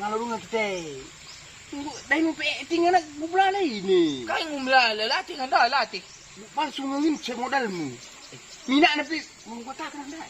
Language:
Batak Karo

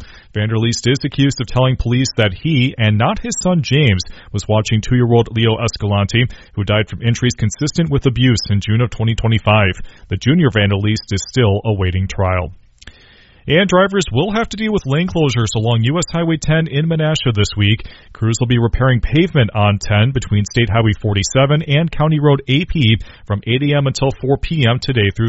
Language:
English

